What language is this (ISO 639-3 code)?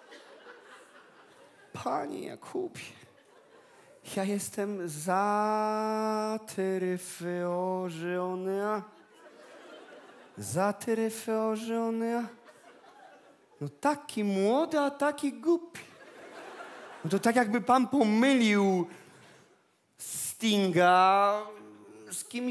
pol